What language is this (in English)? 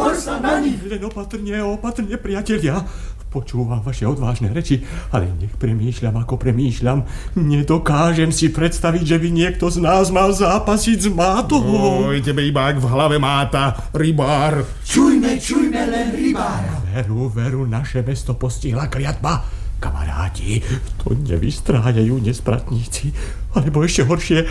Slovak